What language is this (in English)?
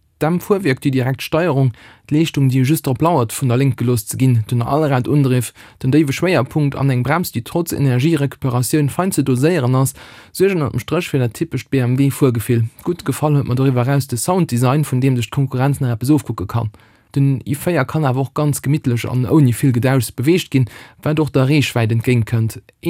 Luxembourgish